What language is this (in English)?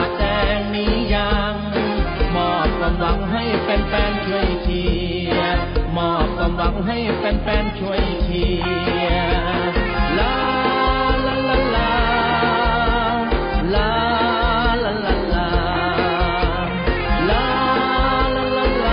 Thai